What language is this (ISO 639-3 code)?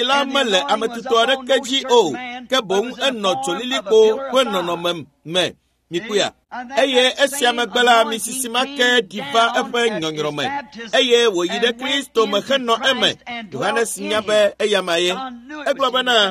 ewe